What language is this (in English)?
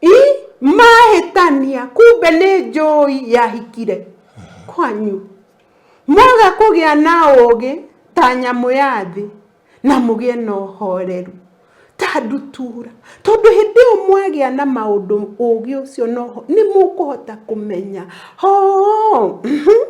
Kikuyu